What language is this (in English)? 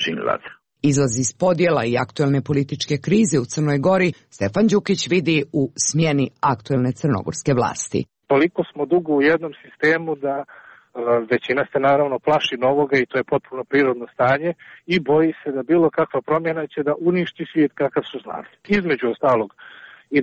Serbian